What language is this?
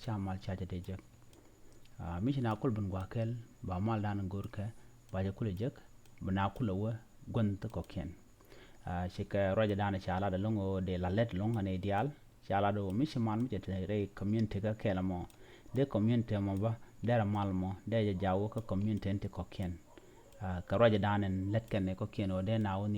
Nuer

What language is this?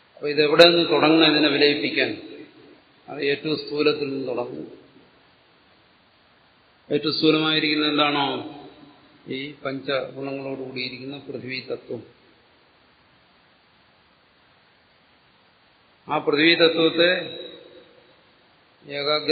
Malayalam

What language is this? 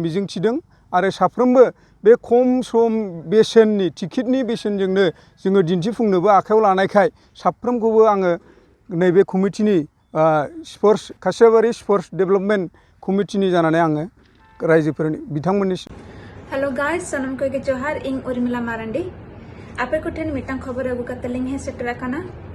Bodo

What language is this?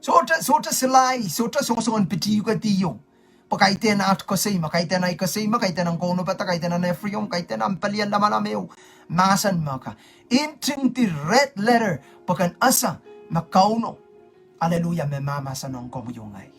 Pohnpeian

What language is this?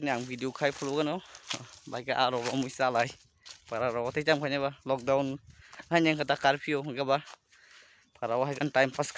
Kok Borok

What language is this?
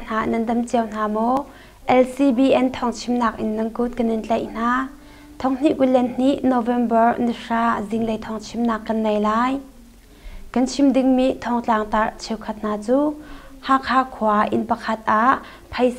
Hakha Chin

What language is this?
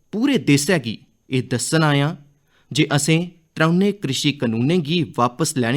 Dogri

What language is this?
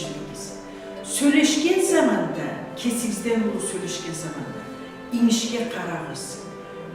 Karachay-Balkar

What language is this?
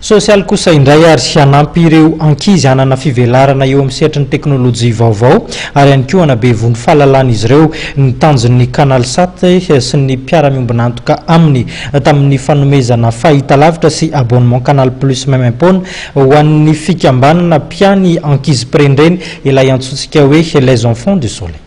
Malagasy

